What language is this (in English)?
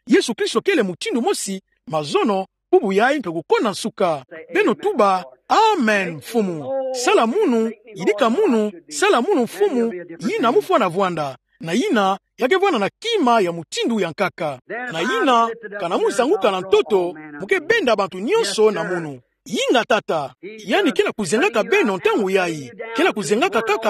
Kituba (Democratic Republic of Congo)